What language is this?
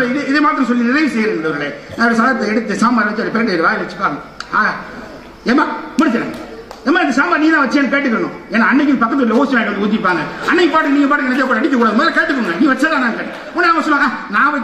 Tamil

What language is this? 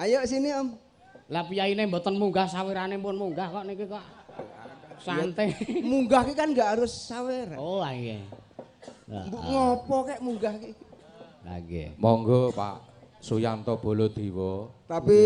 Javanese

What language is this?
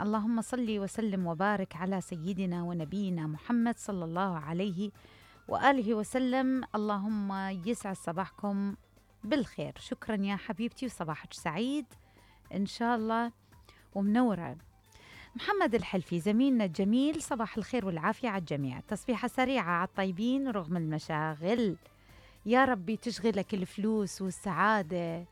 Mesopotamian Arabic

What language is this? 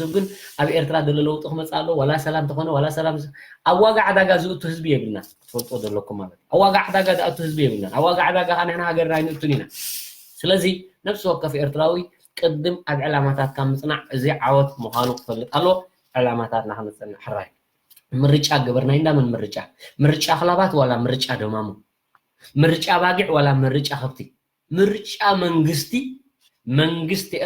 Tigrinya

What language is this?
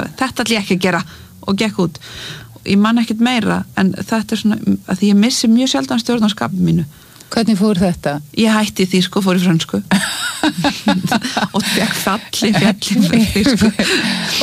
Icelandic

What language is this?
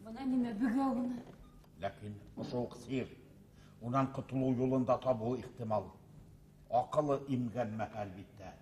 Bashkir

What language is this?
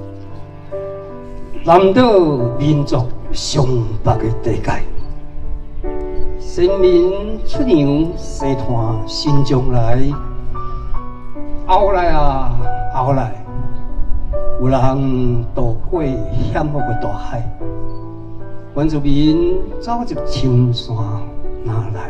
Min Nan Chinese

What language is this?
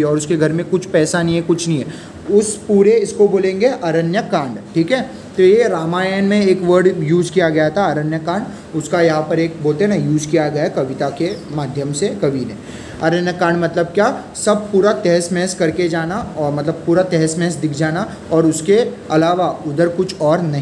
Hindi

